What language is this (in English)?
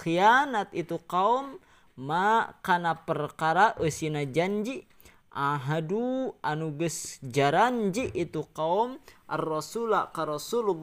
Sundanese